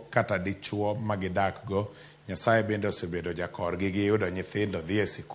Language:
Luo (Kenya and Tanzania)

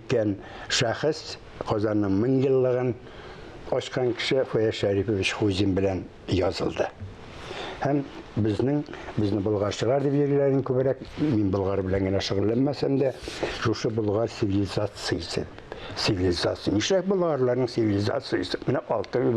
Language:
Tatar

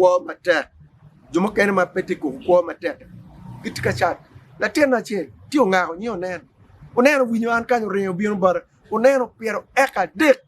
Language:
Acoli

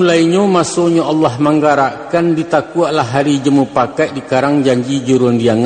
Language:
Minangkabau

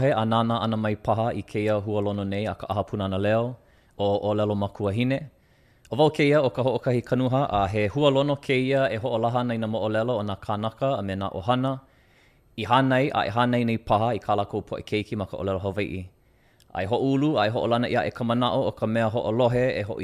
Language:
Hawaiian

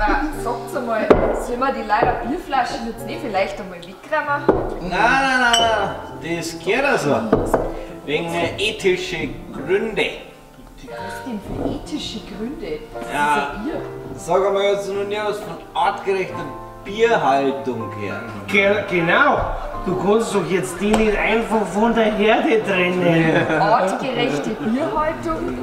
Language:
Bavarian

